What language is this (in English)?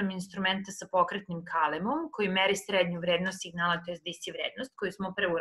Serbian